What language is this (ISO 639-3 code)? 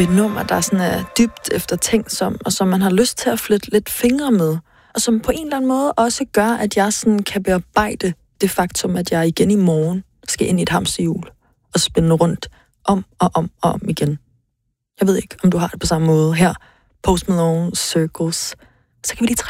dan